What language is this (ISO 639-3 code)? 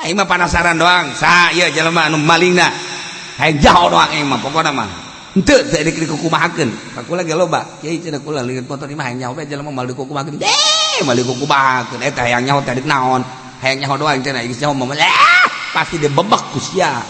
sun